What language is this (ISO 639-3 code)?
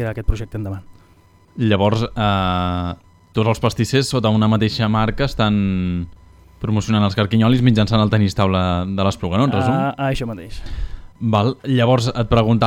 cat